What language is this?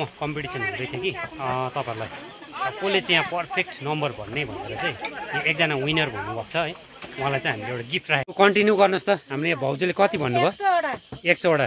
Nepali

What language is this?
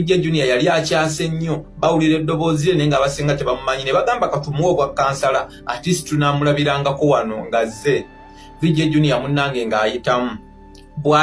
Ganda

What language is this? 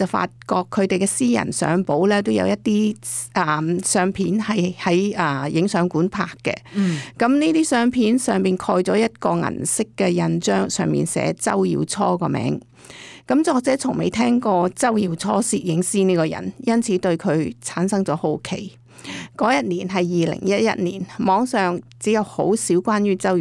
Cantonese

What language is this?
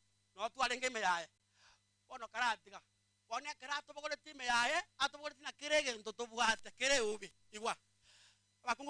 Gusii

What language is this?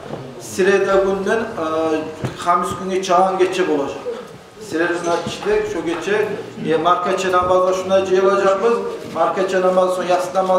Kumyk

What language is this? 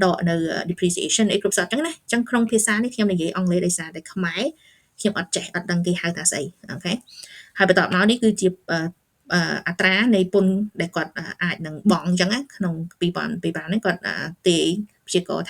Khmer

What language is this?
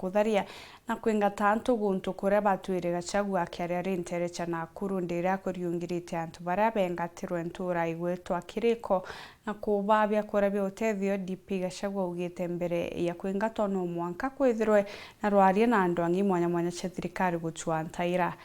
Meru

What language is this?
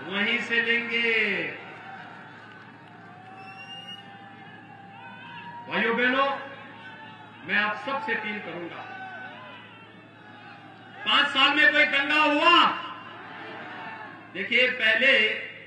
Hindi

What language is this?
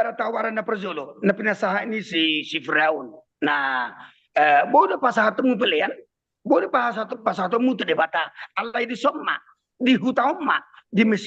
Batak Toba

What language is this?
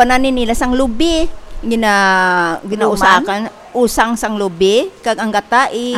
Hiligaynon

